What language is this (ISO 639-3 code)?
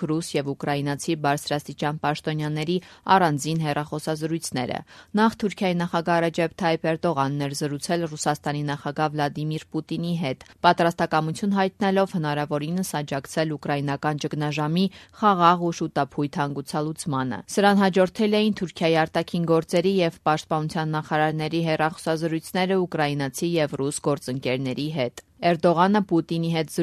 hye